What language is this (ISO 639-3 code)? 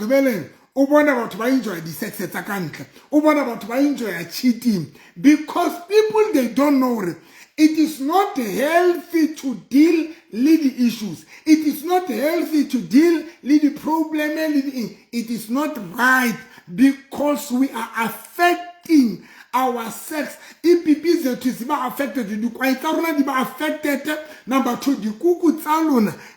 sot